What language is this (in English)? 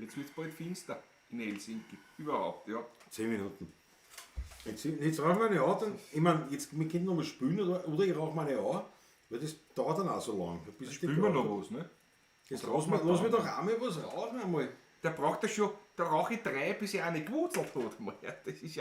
Bavarian